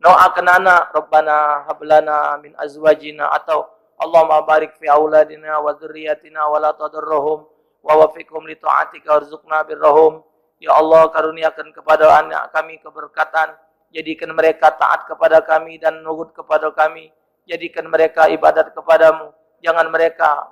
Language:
Musi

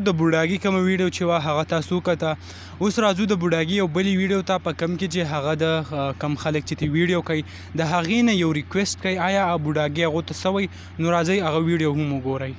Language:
Pashto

